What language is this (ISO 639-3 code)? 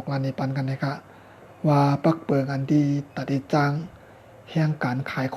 shn